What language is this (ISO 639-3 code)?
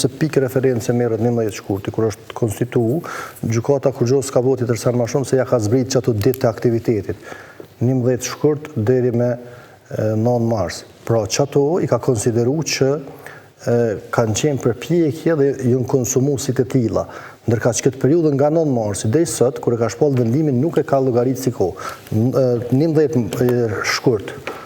sqi